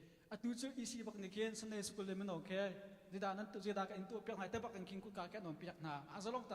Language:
Hakha Chin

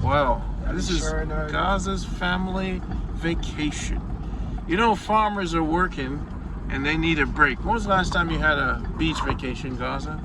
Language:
Jamaican Creole English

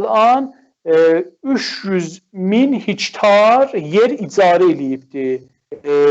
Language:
South Azerbaijani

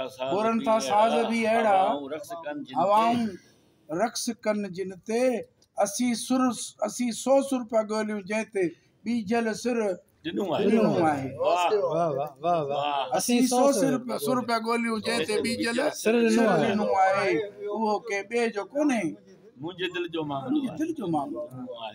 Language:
Sindhi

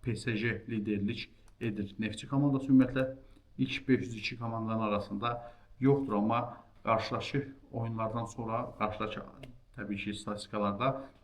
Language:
Azerbaijani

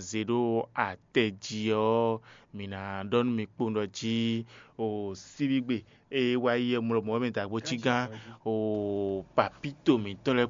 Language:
Fon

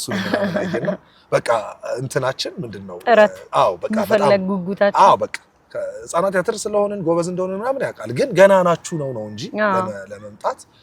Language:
Amharic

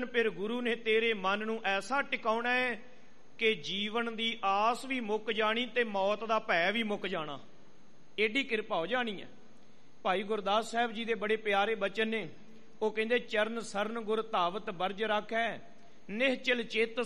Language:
Punjabi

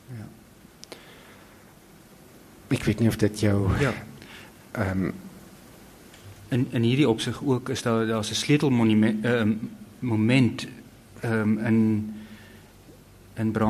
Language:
Afrikaans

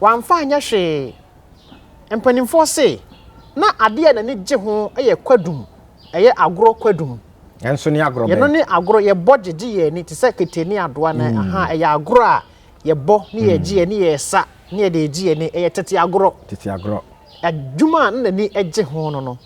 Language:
Akan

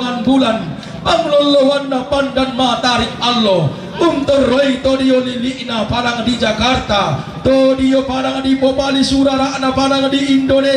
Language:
Toraja-Sa'dan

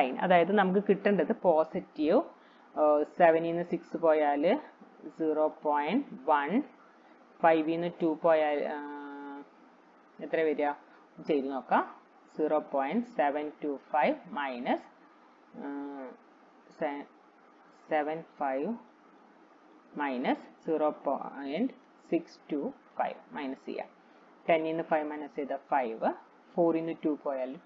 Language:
Malayalam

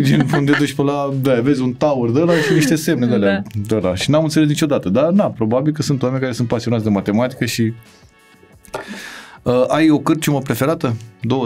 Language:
Romanian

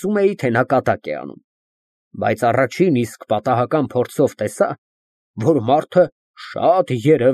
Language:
Armenian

